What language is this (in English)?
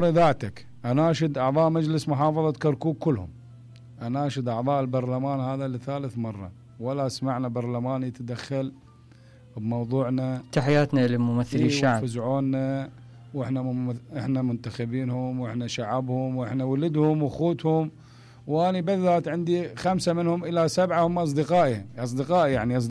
Mesopotamian Arabic